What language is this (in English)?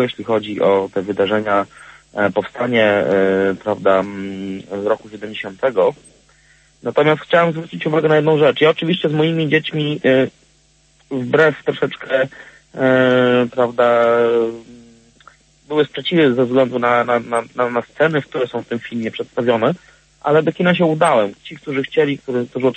Polish